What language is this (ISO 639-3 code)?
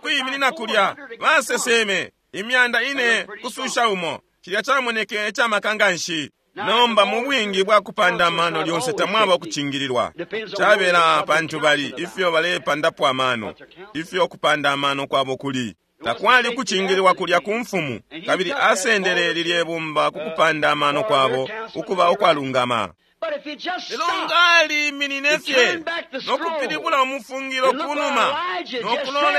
bem